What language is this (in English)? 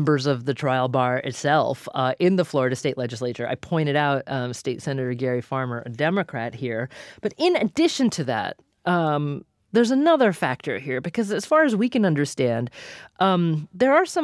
English